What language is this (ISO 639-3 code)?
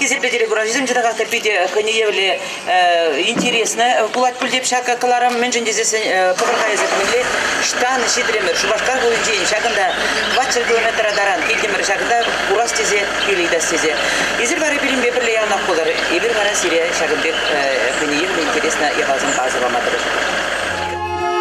chv